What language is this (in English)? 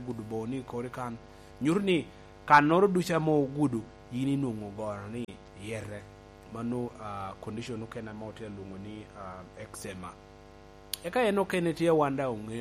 Lango (Uganda)